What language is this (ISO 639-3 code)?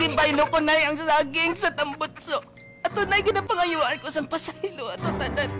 hil